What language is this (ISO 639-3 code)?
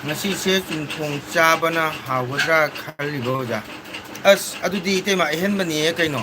mni